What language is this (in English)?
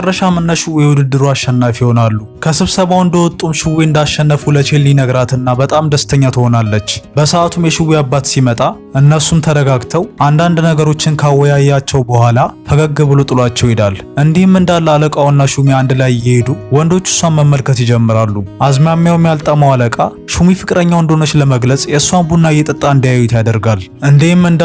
Amharic